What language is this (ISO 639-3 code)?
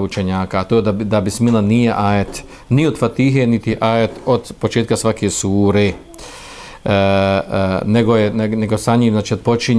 bos